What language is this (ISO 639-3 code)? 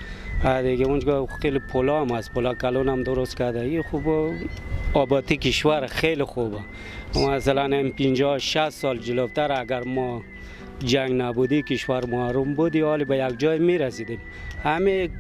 fas